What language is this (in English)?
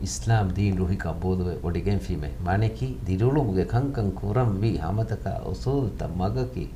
Divehi